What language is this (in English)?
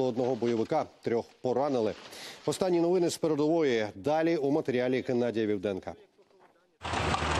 Ukrainian